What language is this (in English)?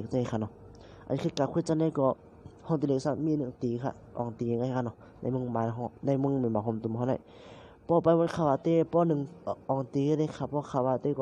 Shan